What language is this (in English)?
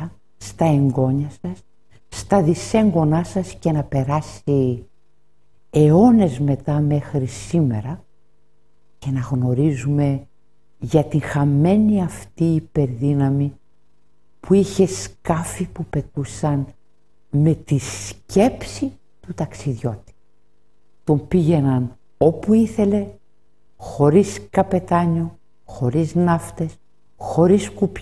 Greek